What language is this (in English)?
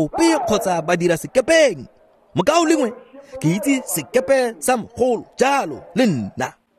Tswana